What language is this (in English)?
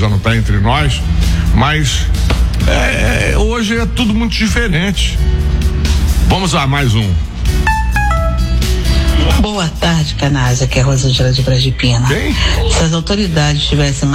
Portuguese